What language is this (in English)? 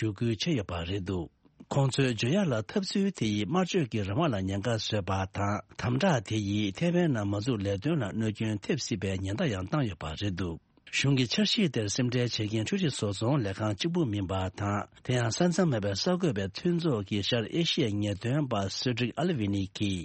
Tibetan